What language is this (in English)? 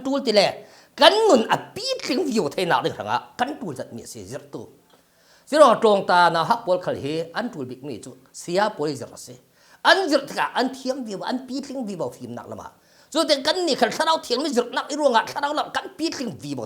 Falam Chin